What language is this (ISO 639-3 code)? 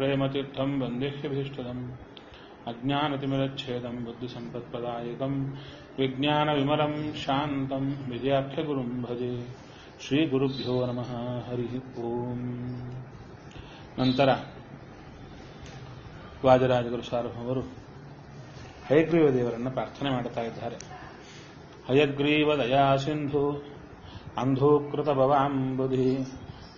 kan